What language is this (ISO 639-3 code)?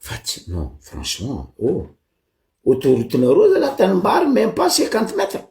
mlg